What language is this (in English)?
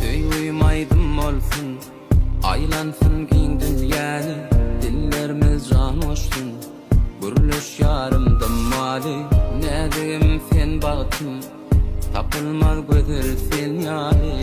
Turkmen